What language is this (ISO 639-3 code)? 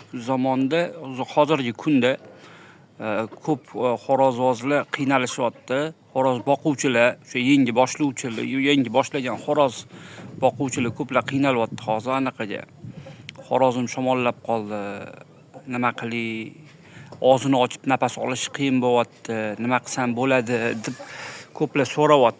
uzb